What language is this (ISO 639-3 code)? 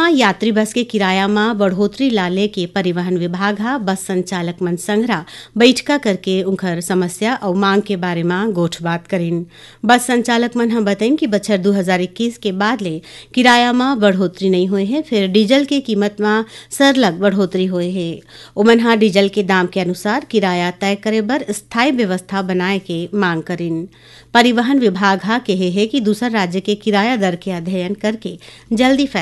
hne